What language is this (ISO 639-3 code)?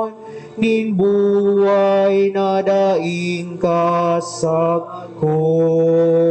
bik